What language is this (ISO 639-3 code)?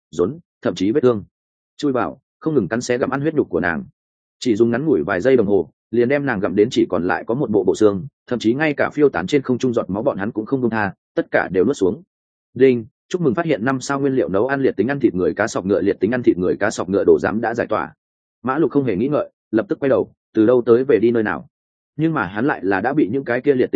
vie